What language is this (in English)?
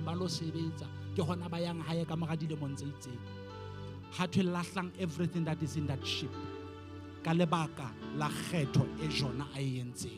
Southern Sotho